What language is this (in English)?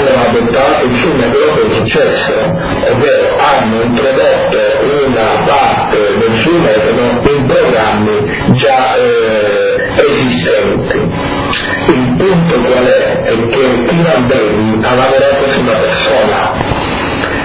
Italian